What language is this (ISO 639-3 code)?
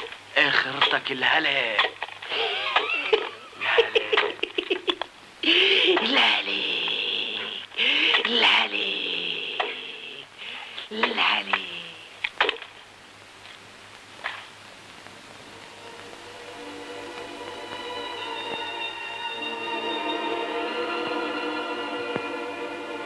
apc